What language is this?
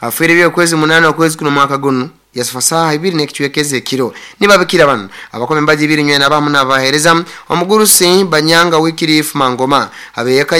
Nyankole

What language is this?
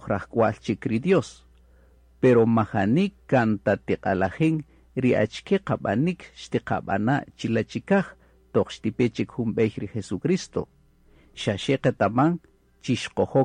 Kaqchikel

